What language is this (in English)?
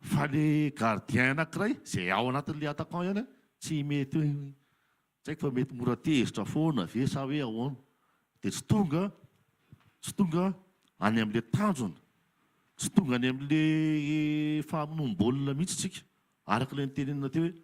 Malagasy